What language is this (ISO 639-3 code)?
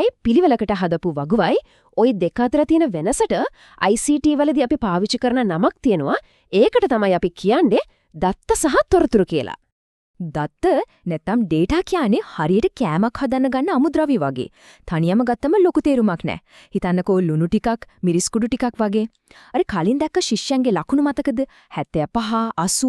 sin